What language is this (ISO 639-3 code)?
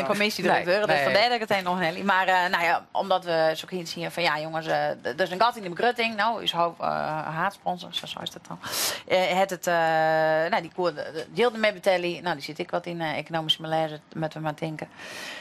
fry